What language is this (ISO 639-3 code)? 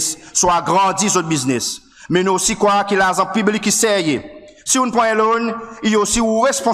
crs